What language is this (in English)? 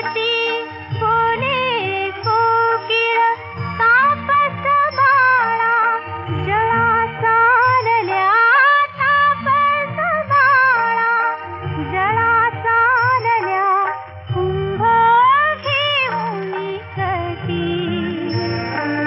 Marathi